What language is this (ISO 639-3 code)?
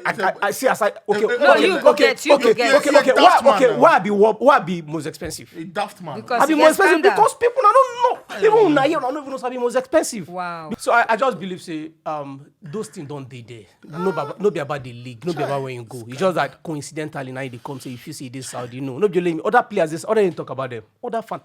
pcm